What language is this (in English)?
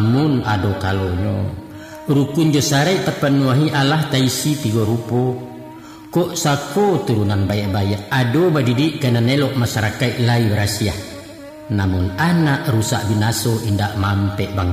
Minangkabau